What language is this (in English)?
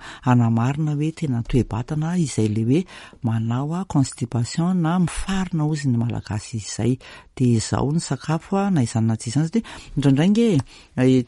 Malagasy